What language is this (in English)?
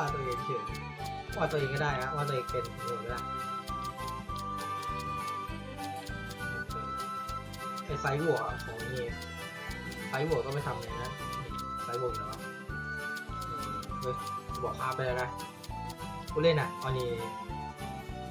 Thai